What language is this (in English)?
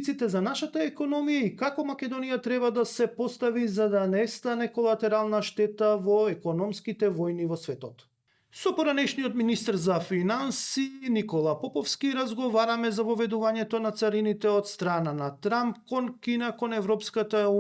Macedonian